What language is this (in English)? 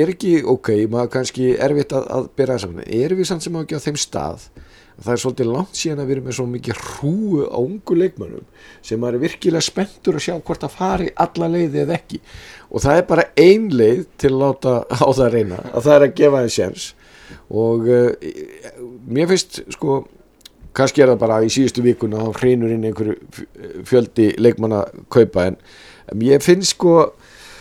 Icelandic